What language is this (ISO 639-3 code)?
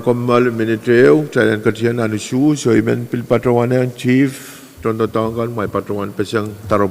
pon